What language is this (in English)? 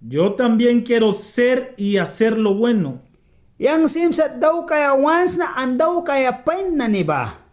Mískito